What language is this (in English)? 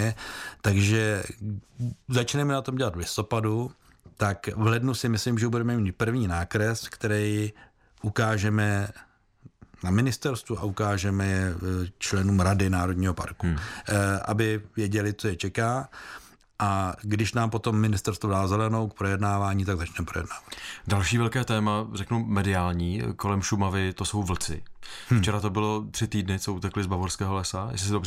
Czech